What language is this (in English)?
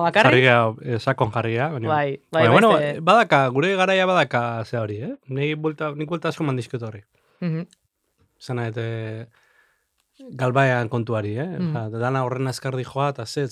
Basque